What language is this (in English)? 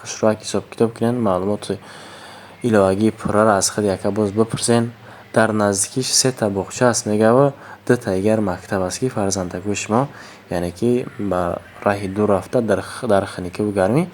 Tajik